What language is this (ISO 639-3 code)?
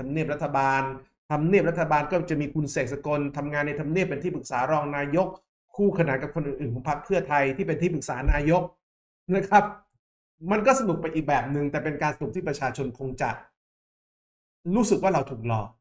tha